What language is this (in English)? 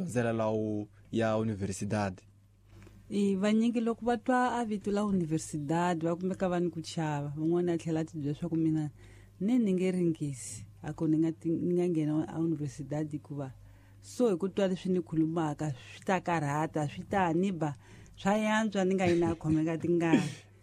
Tsonga